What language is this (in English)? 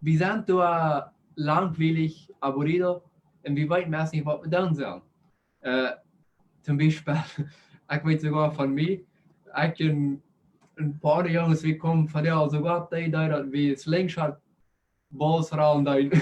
Plautdietsch